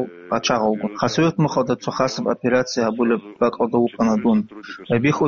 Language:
Avaric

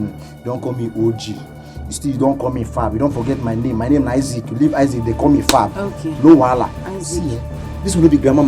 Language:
Nigerian Pidgin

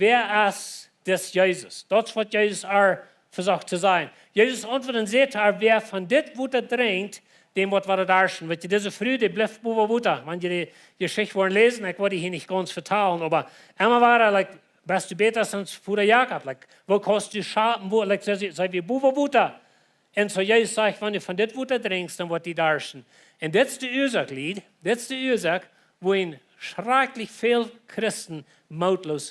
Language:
Plautdietsch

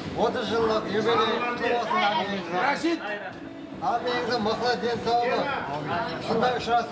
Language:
Kara-Kalpak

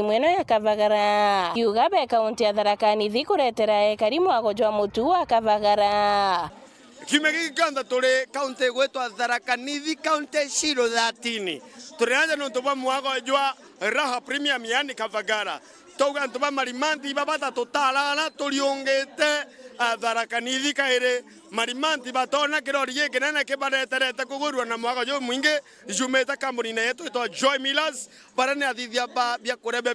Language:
Meru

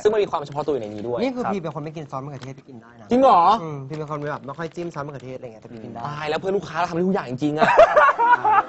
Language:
Thai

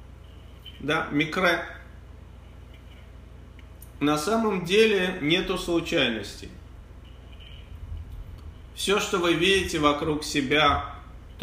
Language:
Russian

